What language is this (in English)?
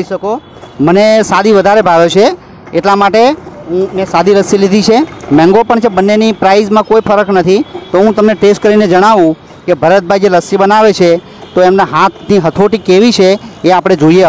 Gujarati